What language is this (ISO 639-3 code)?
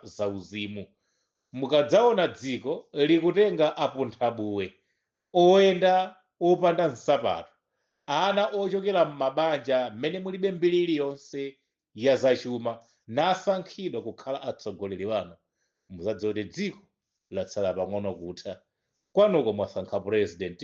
nya